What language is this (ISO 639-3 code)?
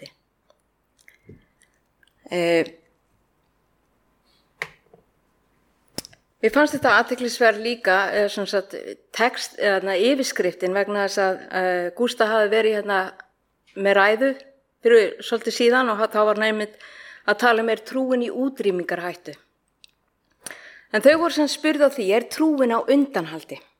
isl